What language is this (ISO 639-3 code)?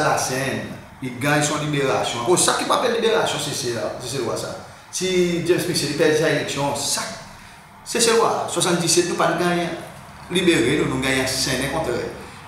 crs